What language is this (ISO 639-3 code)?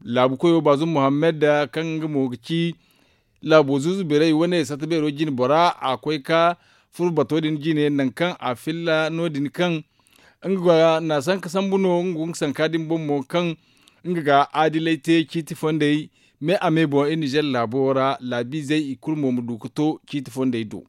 dje